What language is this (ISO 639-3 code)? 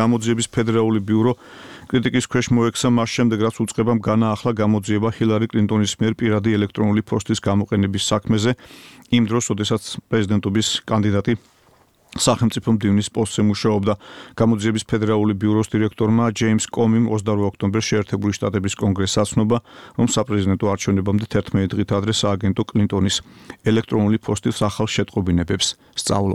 kat